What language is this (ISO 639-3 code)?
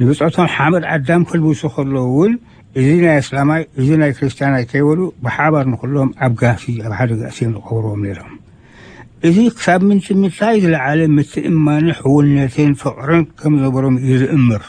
tir